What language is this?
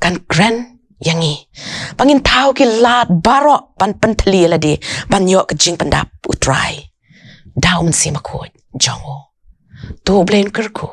Khasi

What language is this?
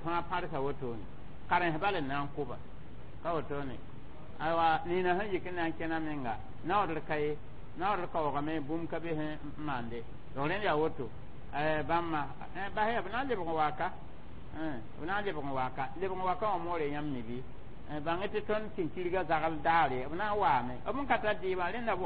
Mossi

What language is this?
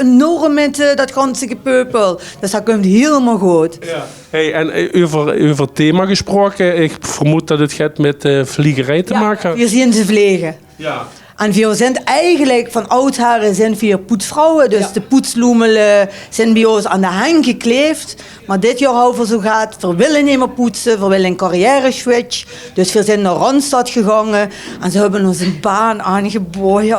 Limburgish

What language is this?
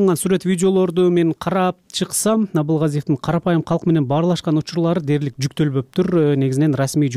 Kyrgyz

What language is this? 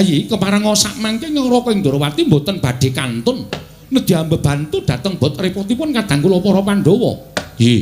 Javanese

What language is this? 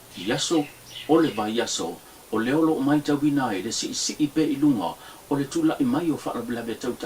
Samoan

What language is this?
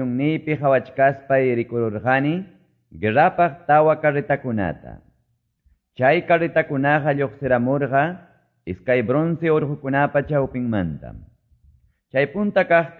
Quechua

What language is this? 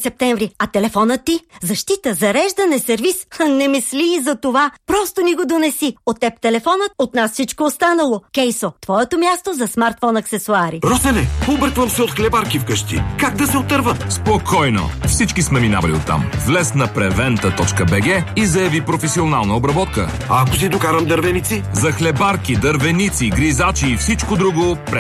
Bulgarian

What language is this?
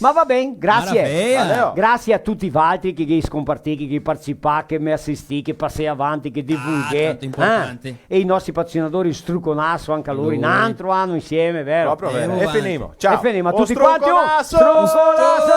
Venetian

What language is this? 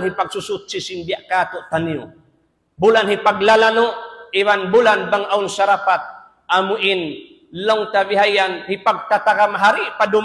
Tausug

